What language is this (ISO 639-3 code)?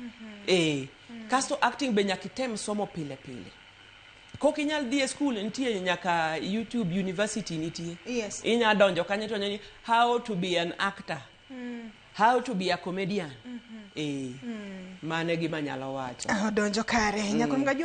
luo